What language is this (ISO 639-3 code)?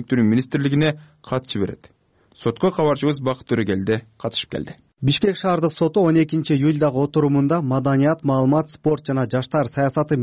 kir